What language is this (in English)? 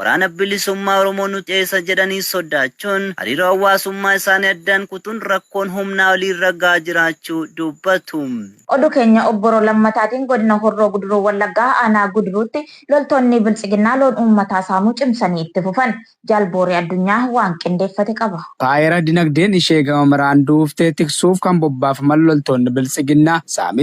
Oromo